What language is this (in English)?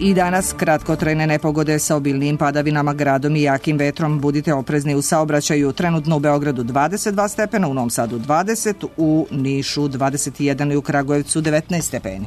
Serbian